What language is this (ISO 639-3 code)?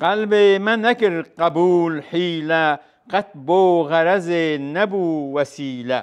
kur